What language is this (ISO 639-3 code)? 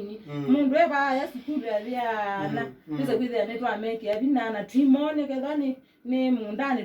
kam